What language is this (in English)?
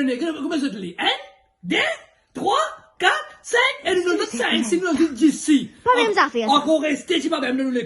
Morisyen